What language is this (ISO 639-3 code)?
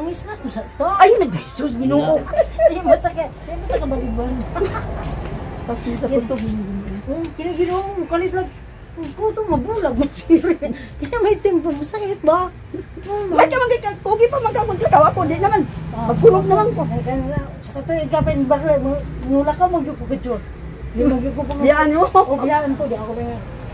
ceb